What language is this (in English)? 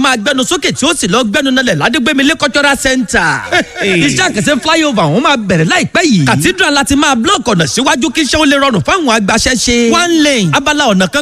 Yoruba